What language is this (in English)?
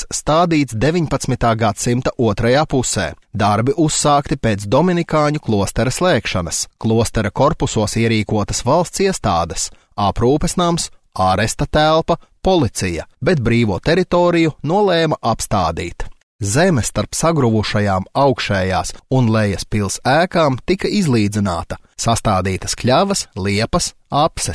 Latvian